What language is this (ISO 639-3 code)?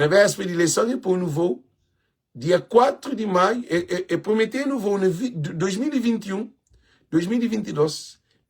kea